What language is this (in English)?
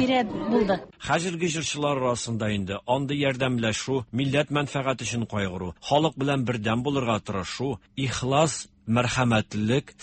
Tatar